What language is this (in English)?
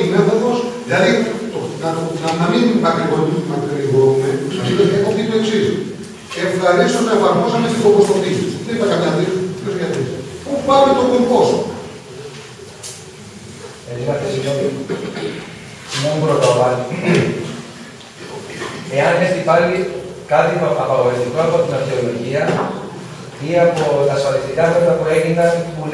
Greek